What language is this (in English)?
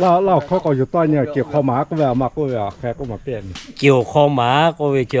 Lahu